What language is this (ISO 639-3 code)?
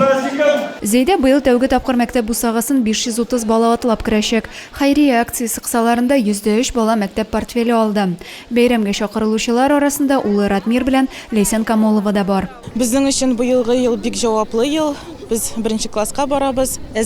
tat